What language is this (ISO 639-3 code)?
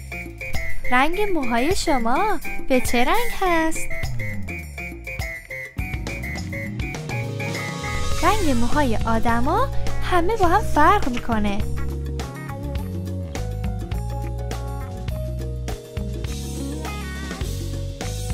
fas